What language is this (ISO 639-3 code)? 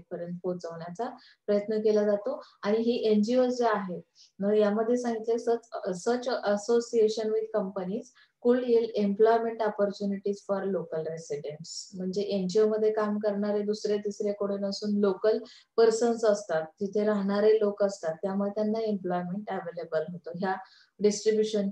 mar